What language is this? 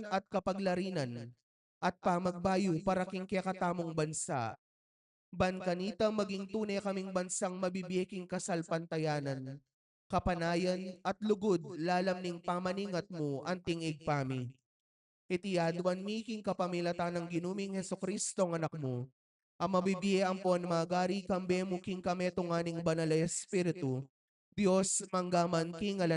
Pampanga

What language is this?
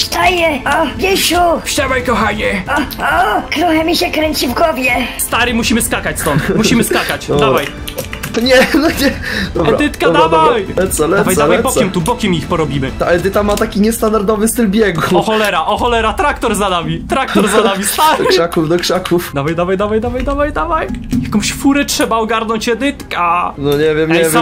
Polish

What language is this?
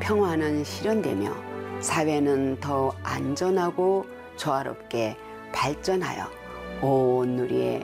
Korean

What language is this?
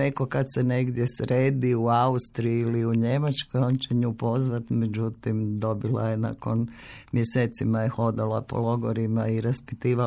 Croatian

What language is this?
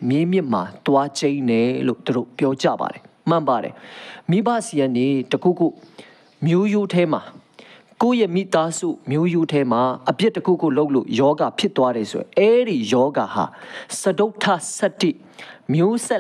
Burmese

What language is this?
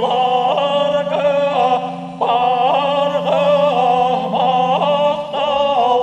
Yakut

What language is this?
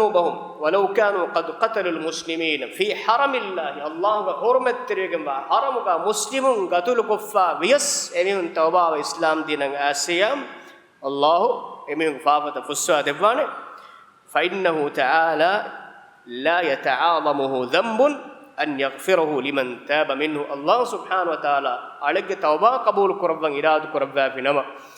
Divehi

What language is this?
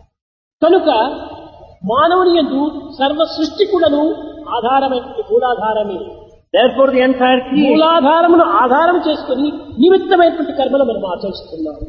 Telugu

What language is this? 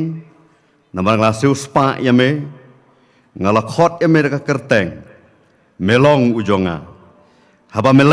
Khasi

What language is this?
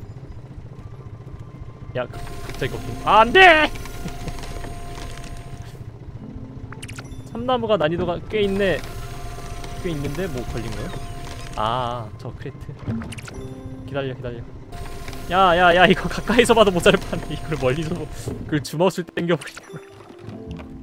Korean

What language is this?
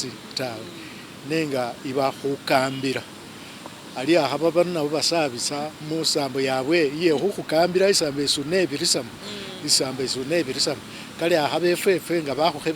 Masaaba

